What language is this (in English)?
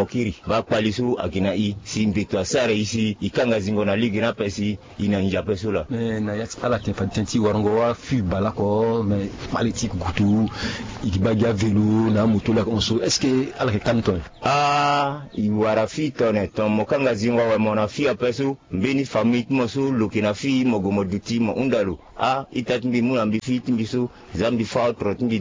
Sango